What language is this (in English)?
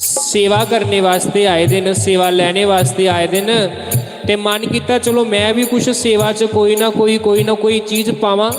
Dogri